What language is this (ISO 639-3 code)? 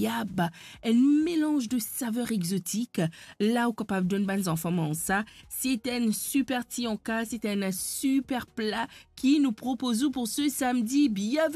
mfe